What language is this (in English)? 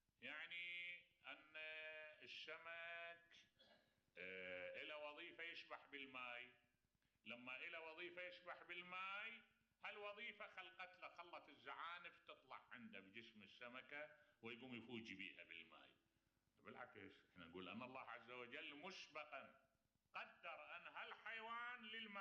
Mesopotamian Arabic